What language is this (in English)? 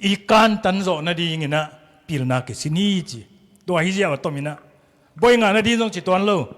Tedim Chin